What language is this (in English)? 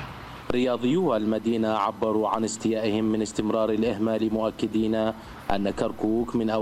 Mesopotamian Arabic